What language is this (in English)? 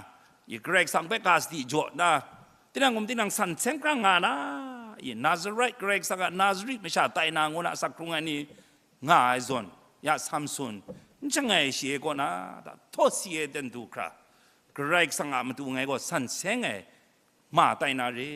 Kachin